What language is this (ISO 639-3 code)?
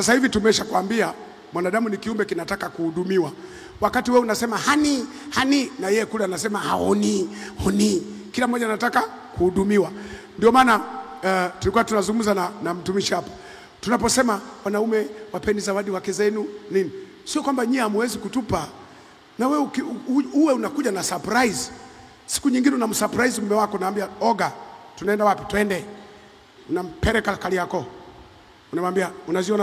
swa